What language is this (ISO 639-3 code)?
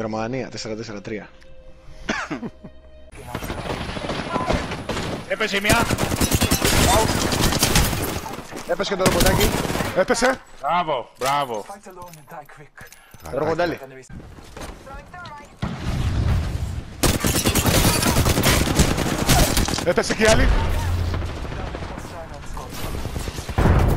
ell